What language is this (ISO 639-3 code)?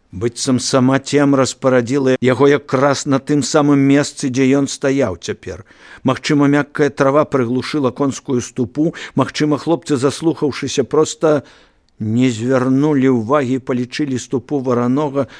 bel